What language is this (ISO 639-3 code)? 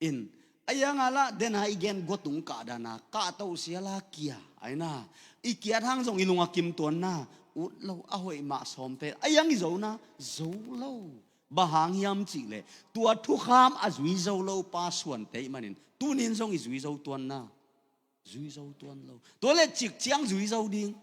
ctd